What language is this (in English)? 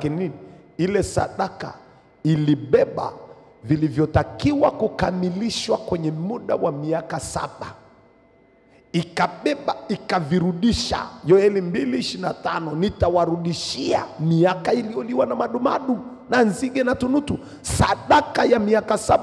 Swahili